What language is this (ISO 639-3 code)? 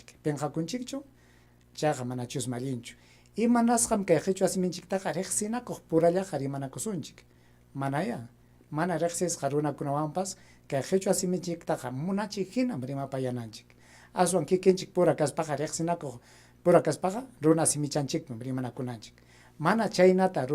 quy